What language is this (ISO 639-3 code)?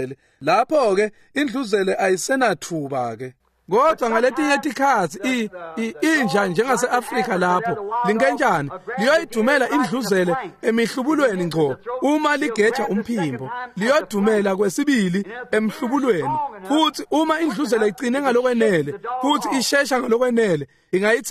ssw